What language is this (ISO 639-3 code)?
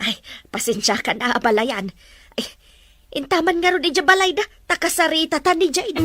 ilo